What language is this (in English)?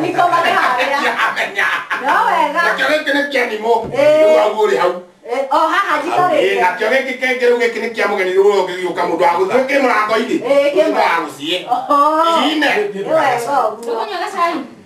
Kikuyu